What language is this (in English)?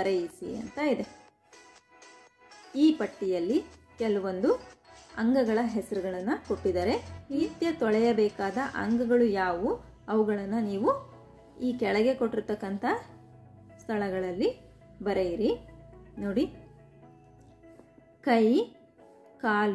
Kannada